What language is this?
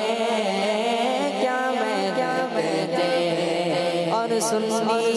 Hindi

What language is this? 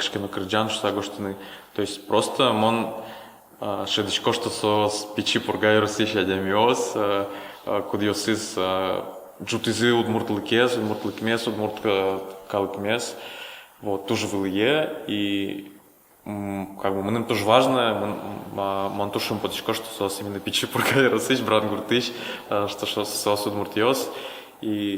Udmurt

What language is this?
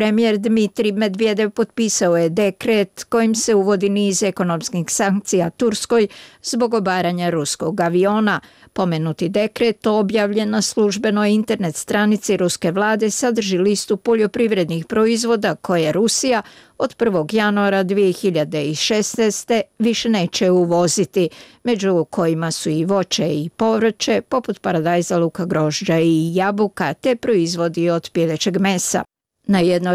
Bosnian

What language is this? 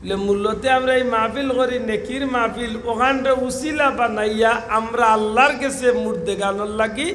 Sylheti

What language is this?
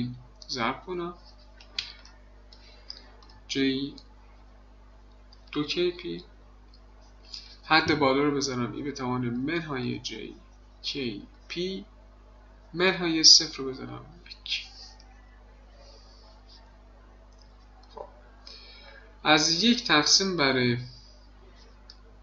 Persian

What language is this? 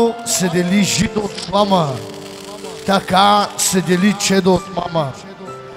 Bulgarian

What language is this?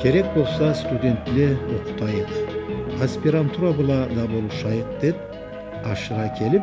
Karachay-Balkar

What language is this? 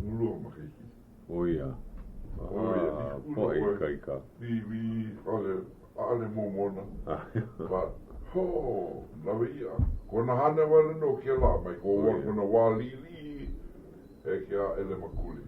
Hawaiian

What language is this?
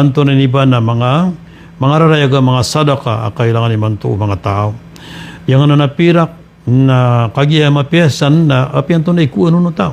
Maranao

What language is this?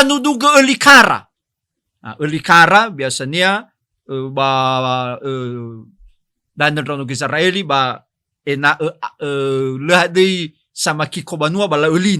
Nias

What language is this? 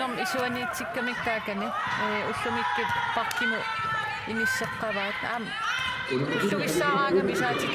Kalaallisut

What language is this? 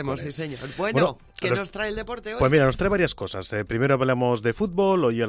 Spanish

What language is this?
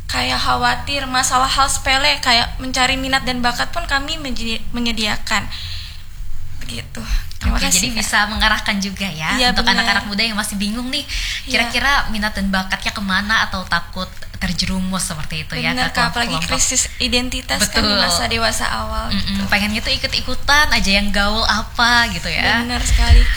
Indonesian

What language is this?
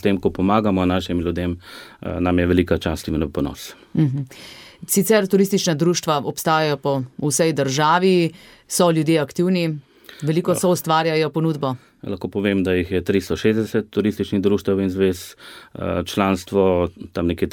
Slovenian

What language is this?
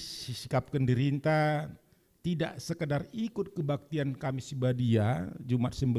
Batak Karo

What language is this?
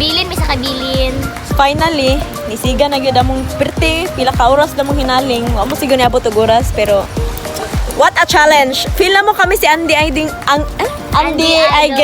Cebuano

